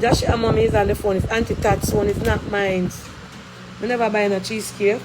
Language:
Jamaican Creole English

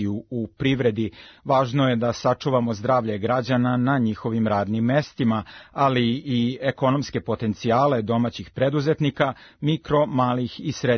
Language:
Serbian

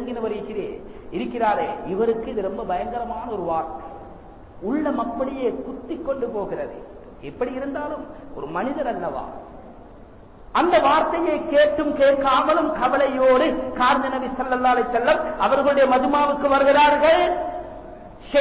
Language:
Tamil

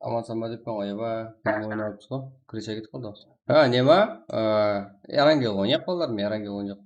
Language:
Kara-Kalpak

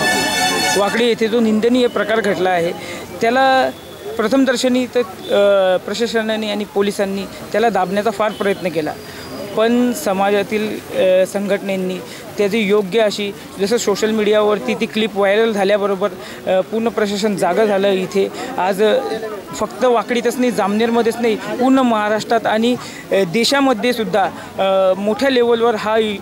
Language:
Marathi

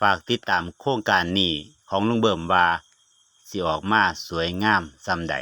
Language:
Northeastern Thai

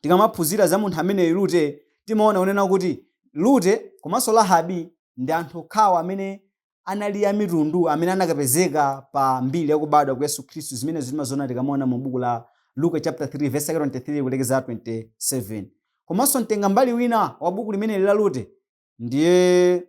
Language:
Nyanja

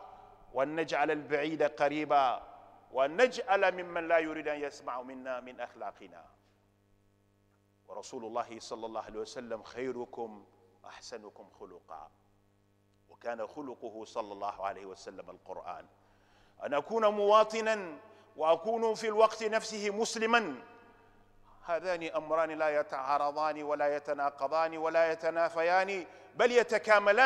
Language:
Arabic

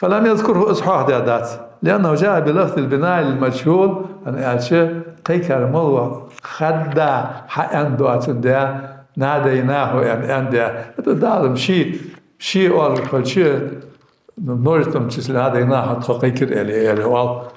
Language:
Ingush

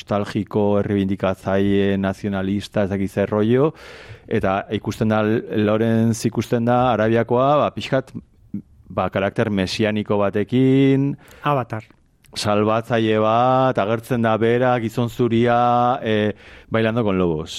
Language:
Basque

